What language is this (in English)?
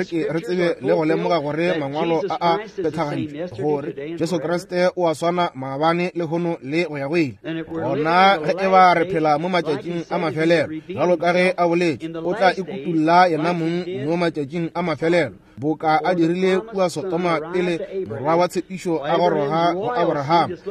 Northern Sotho